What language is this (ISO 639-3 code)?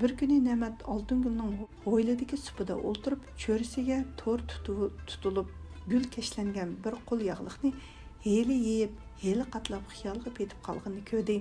uig